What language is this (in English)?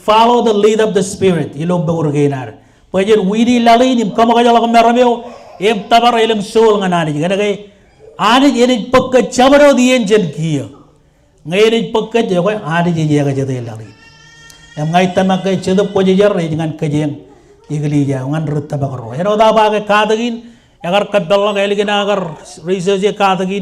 Marshallese